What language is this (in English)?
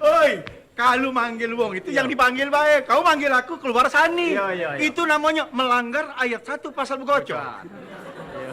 Musi